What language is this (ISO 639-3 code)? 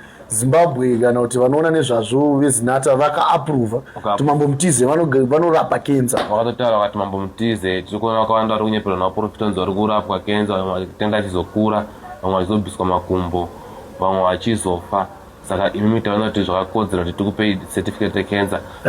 sna